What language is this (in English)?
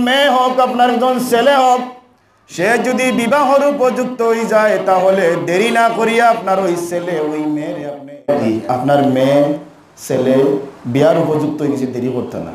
Sylheti